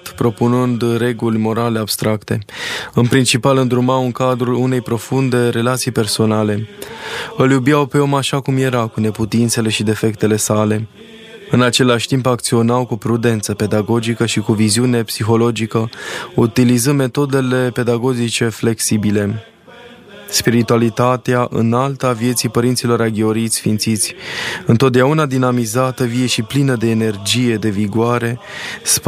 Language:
Romanian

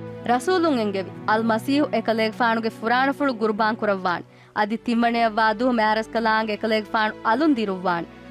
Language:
Divehi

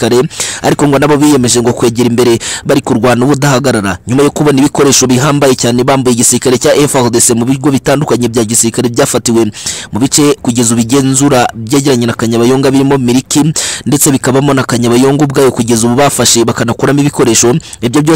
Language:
Kinyarwanda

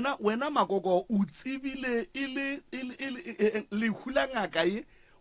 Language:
Northern Sotho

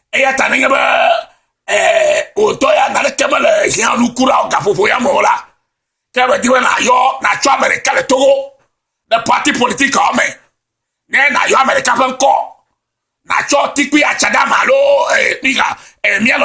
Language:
Ewe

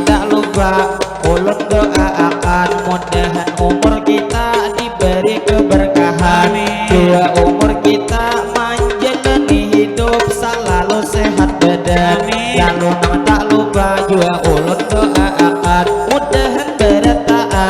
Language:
Banjar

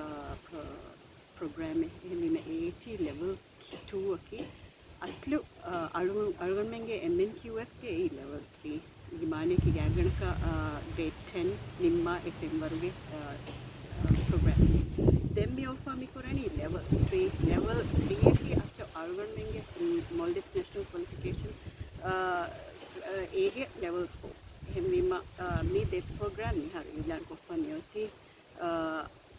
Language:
Divehi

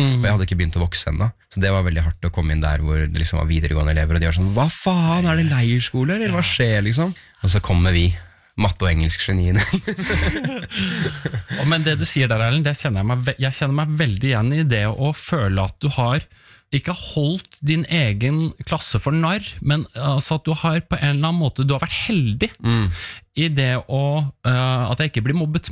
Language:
Norwegian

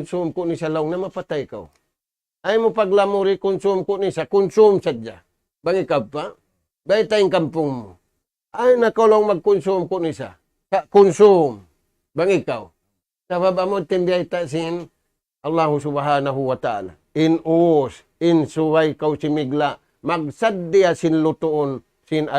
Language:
Tausug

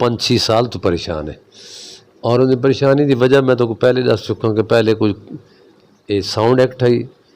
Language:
Western Panjabi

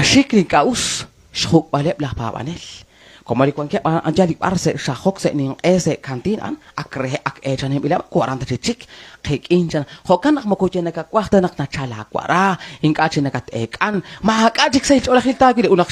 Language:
Kekchí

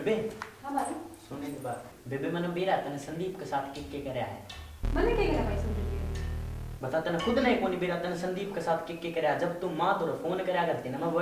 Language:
Haryanvi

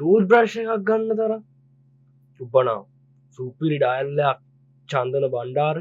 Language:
Sinhala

